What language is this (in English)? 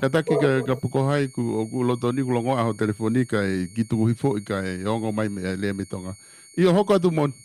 Tongan